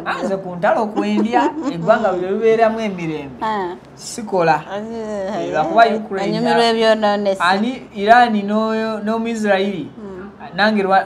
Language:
Ganda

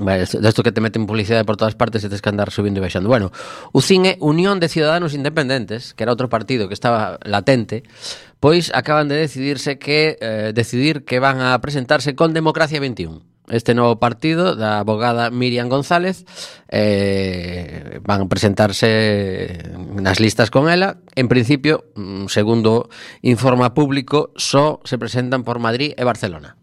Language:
Galician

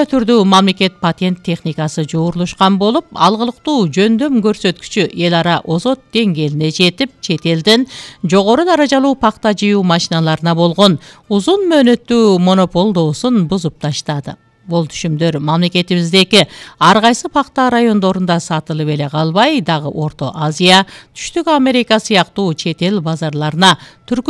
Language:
Kyrgyz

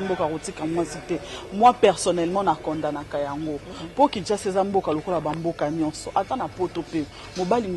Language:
Lingala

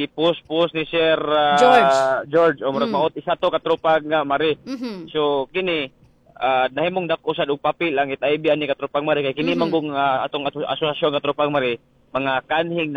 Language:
Cebuano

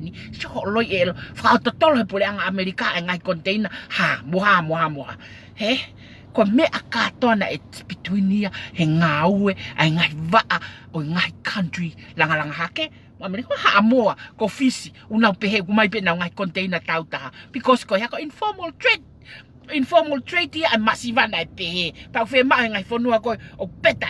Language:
Tongan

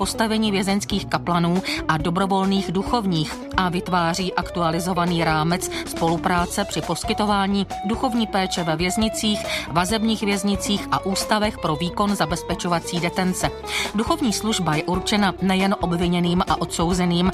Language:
Czech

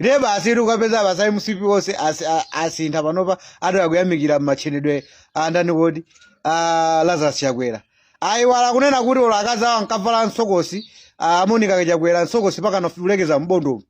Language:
Nyanja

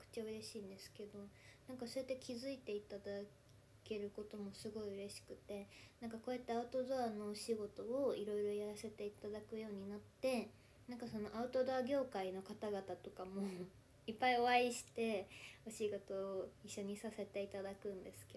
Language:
Japanese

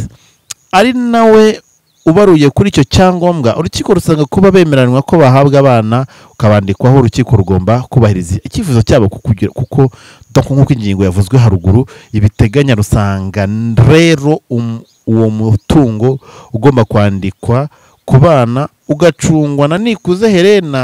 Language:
Kinyarwanda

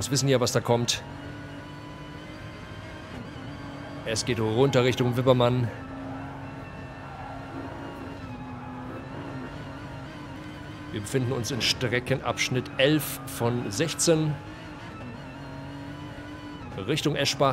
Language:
German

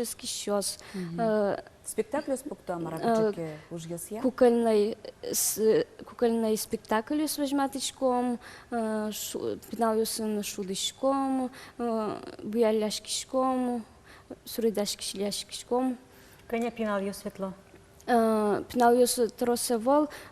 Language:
Udmurt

